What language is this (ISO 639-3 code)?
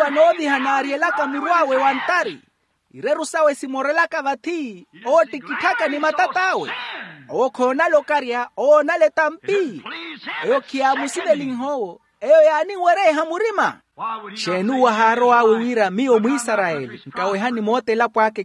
vmw